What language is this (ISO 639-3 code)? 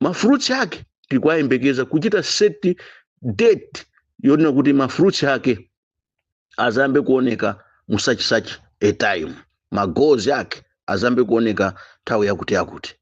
nya